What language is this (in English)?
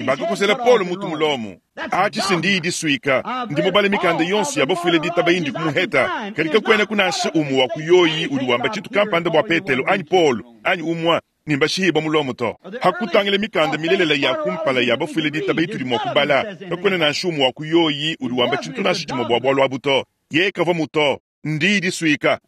Luba-Lulua